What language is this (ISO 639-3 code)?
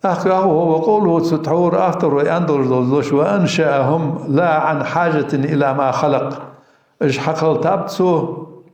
inh